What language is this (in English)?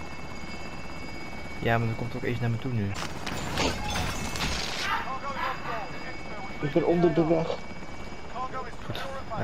Dutch